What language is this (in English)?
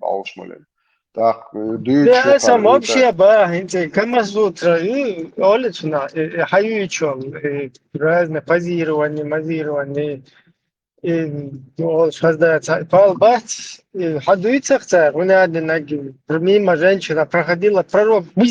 Chechen